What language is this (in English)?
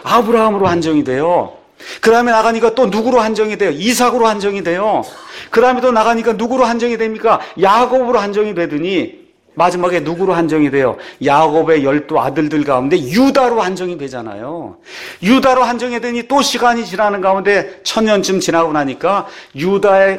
Korean